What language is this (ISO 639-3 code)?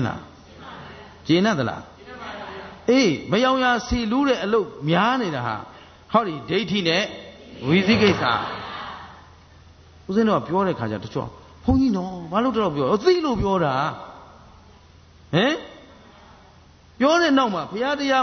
mya